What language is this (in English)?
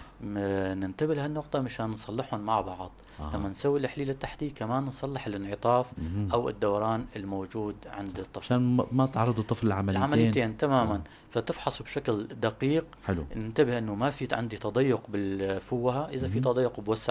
North Levantine Arabic